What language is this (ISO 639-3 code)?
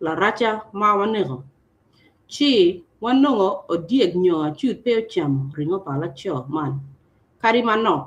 ach